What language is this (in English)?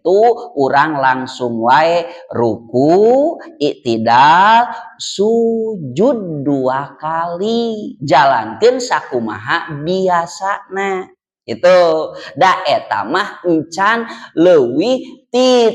Sundanese